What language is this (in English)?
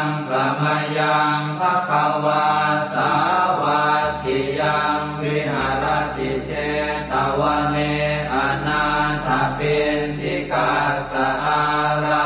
Pali